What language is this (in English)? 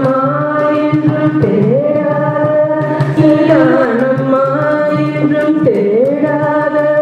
Tamil